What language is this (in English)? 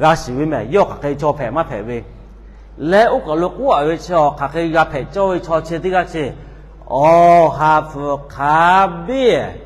Lahu